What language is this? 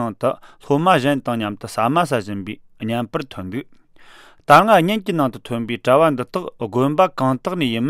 Latvian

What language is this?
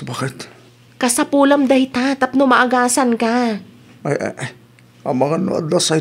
Iloko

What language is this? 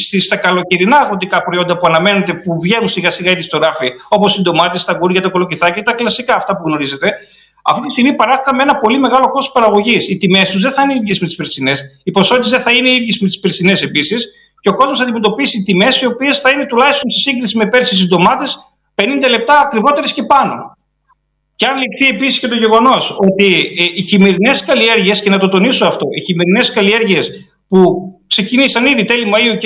Greek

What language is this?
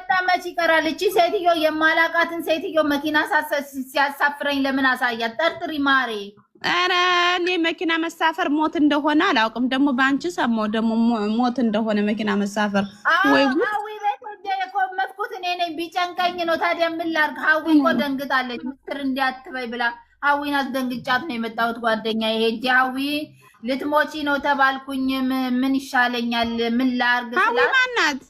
Amharic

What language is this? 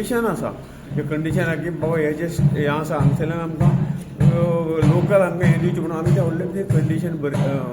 Konkani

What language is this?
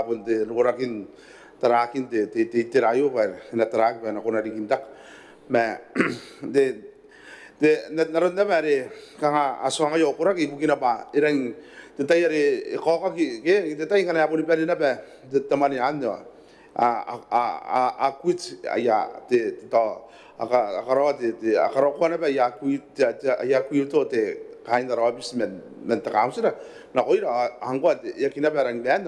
Gilbertese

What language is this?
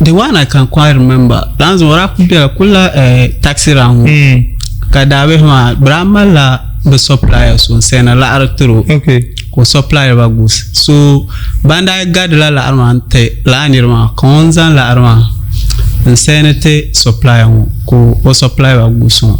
Dagbani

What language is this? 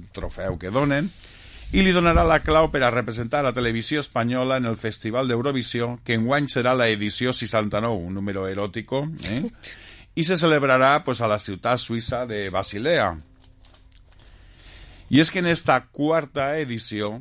Catalan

